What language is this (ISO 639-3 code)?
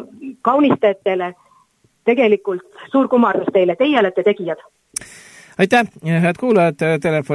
est